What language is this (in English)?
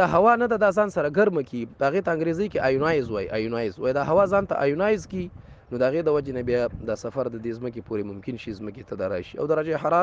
Pashto